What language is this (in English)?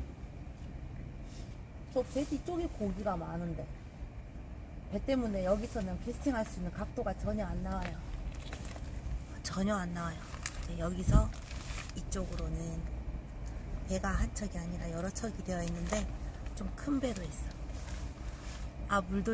Korean